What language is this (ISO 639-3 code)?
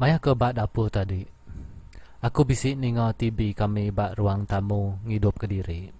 iba